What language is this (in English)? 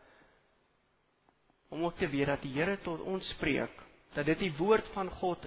Afrikaans